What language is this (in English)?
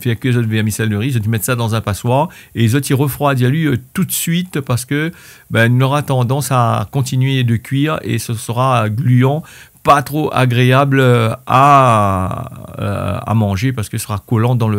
Réunion Creole French